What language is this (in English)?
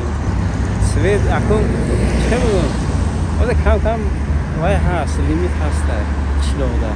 Tajik